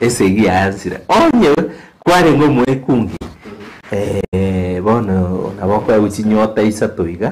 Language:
Gusii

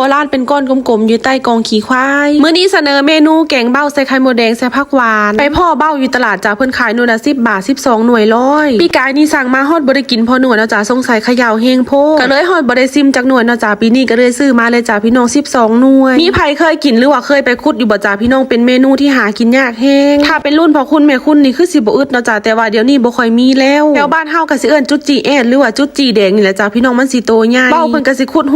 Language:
Lao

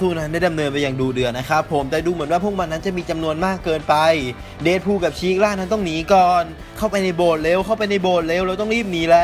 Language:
Thai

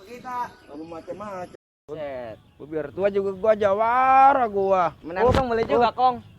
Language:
Betawi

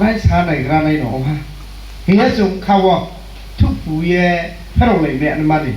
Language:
Riang (India)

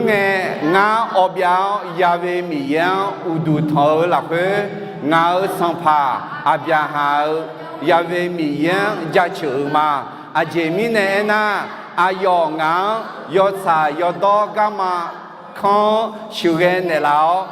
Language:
Akha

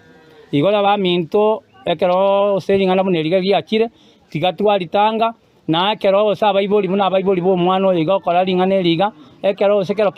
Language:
Gusii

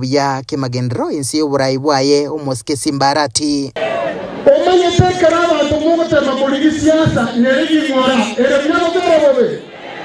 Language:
Gusii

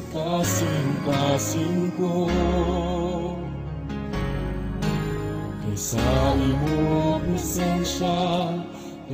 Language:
Cebuano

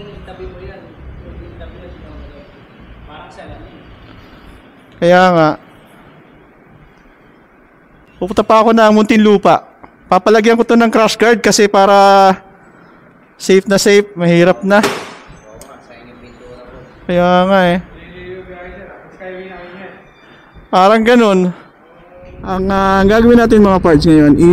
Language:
Filipino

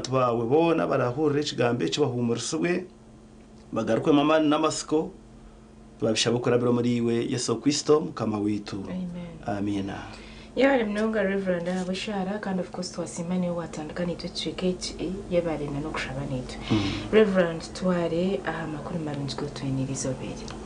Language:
Nyankole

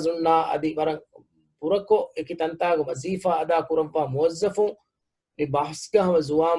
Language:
Divehi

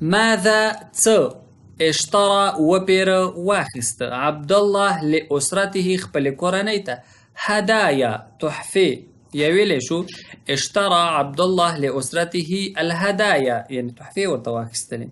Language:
Pashto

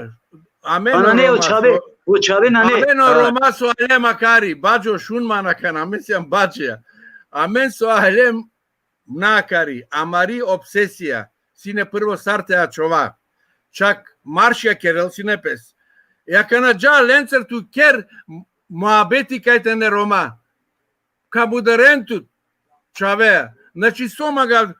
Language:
Balkan Romani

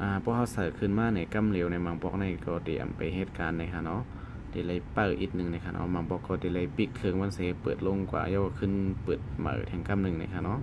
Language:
Shan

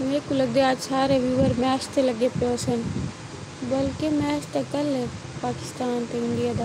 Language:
Saraiki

